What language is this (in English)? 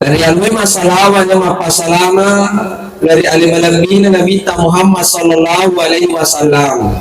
Buginese